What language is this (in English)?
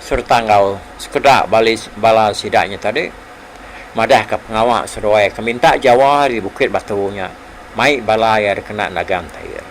Iban